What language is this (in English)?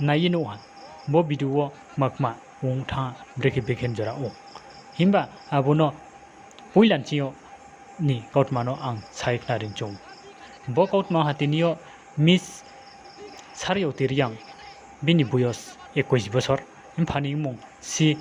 Riang (India)